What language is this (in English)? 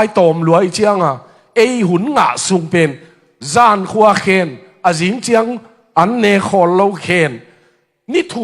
Tedim Chin